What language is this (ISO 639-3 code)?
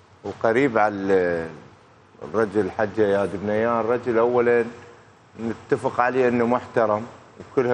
acm